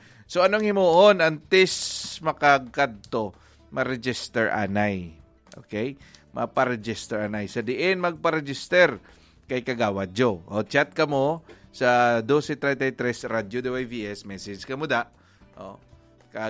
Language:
Hiligaynon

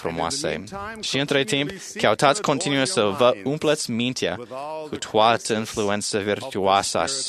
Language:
Romanian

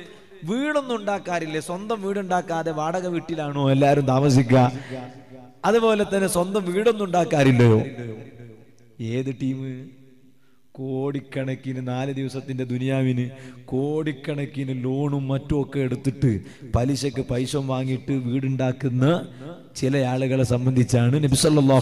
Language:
Malayalam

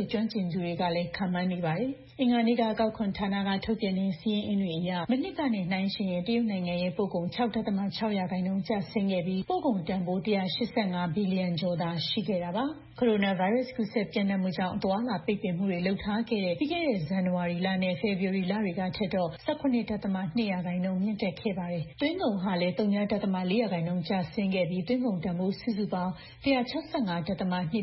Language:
Burmese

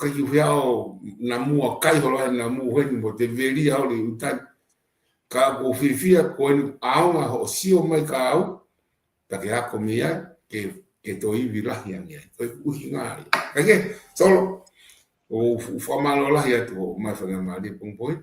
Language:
Tongan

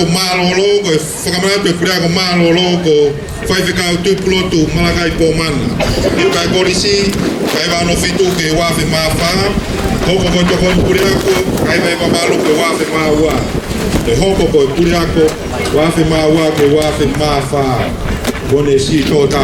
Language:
Tongan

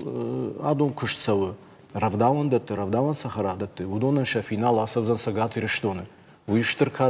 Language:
Ossetic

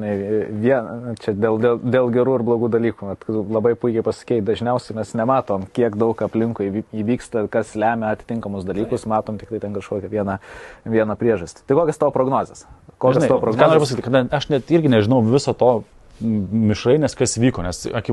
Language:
Lithuanian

